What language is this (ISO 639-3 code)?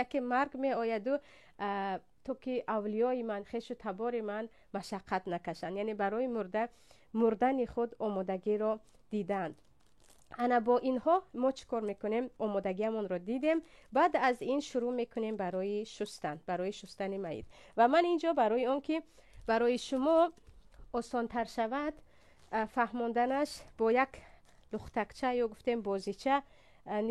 tgk